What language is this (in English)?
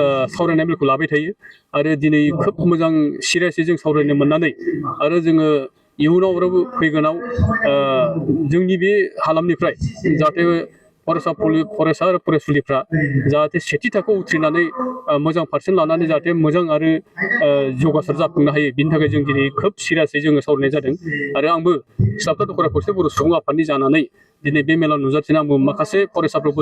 Bodo